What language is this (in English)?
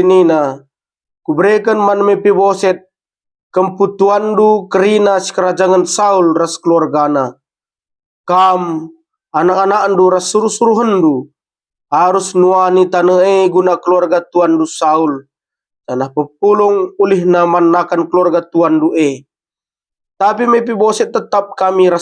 Batak Karo